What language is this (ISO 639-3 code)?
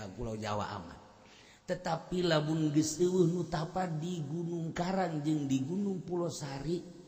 sun